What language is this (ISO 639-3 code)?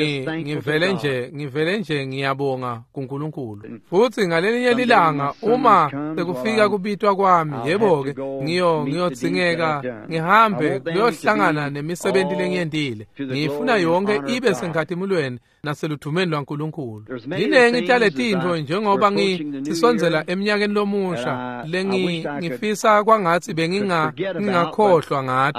ssw